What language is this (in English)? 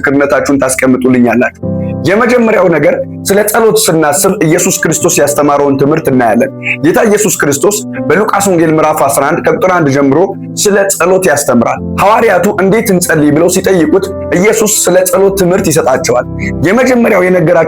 Amharic